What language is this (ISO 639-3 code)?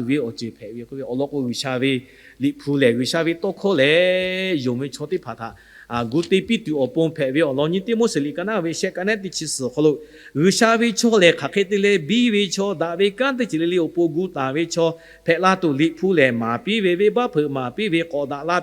lhu